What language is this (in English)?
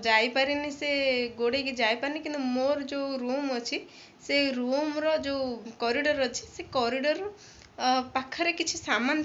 Odia